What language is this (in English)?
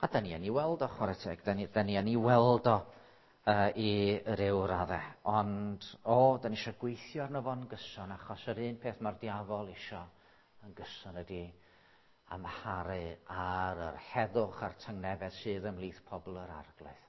Welsh